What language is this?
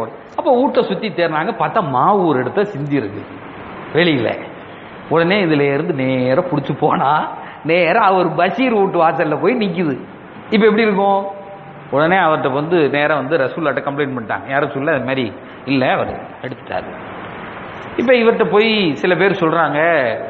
Tamil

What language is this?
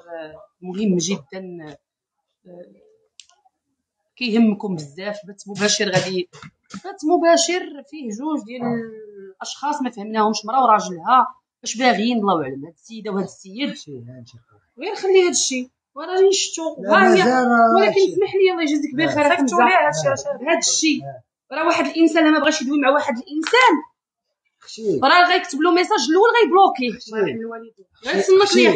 Moroccan Arabic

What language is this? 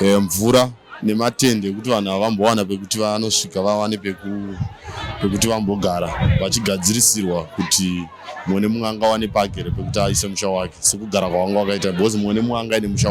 Shona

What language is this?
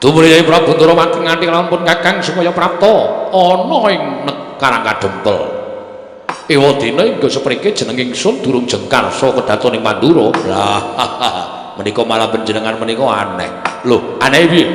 Javanese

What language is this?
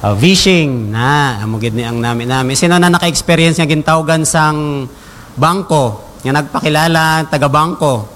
Hiligaynon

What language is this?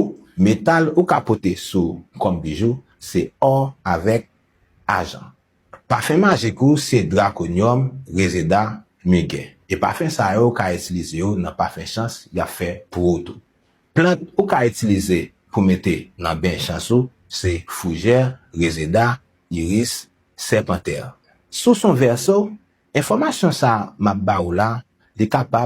Haitian Creole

